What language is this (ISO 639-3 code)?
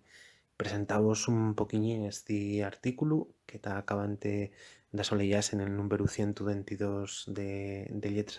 ast